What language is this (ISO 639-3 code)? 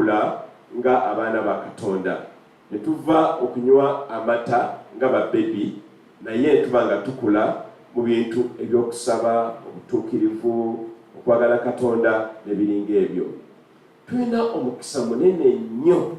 lug